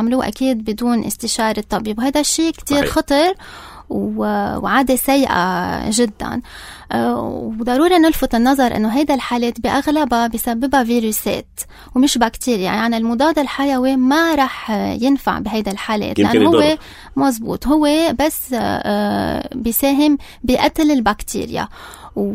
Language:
North Levantine Arabic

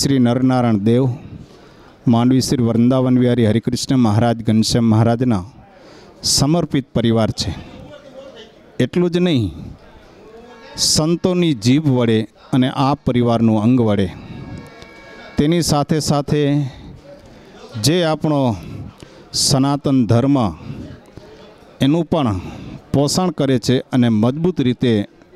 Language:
Gujarati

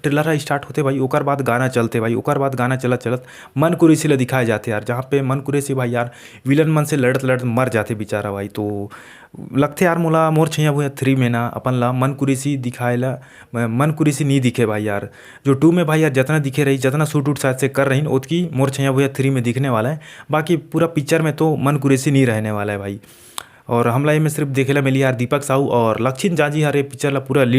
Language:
Chhattisgarhi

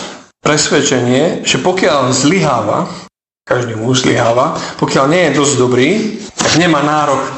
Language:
Slovak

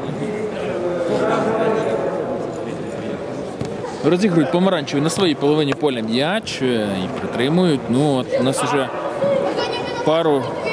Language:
Ukrainian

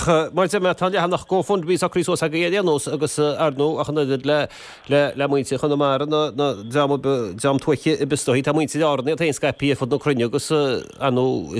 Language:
Irish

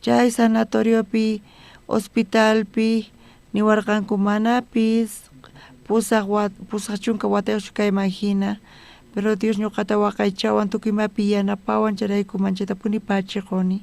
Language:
South Bolivian Quechua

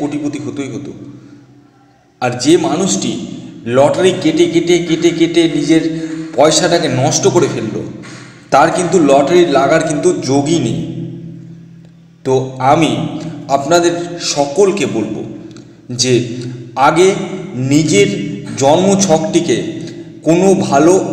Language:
Bangla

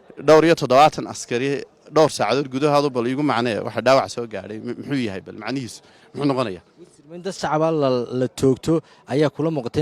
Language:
Somali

